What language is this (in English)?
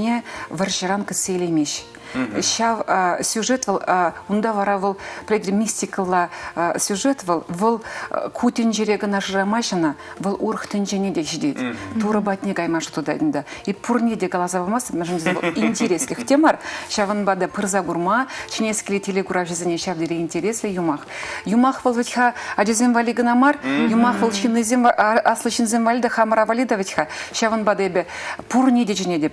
Chuvash